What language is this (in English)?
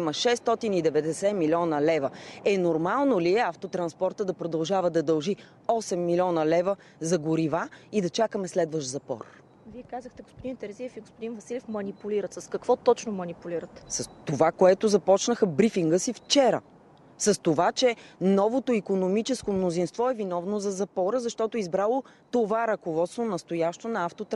Bulgarian